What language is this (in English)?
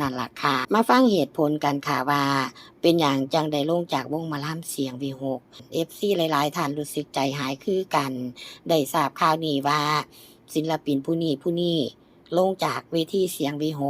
Lao